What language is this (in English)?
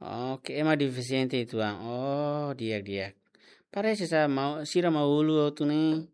Tetum